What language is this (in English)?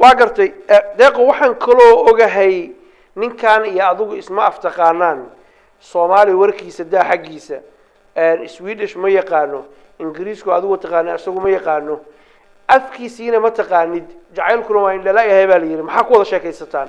Somali